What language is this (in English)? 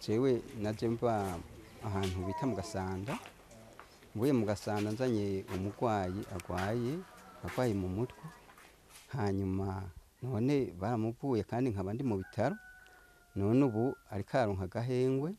Rundi